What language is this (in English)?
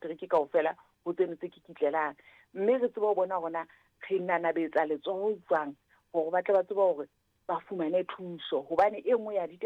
Southern Sotho